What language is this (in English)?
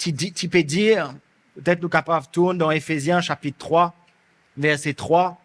Morisyen